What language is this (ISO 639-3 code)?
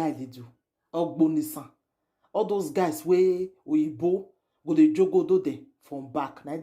pcm